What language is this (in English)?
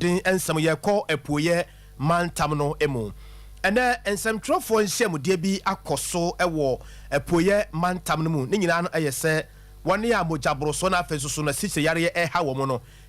Akan